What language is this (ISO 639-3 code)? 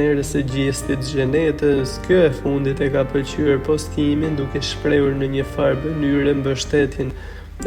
sqi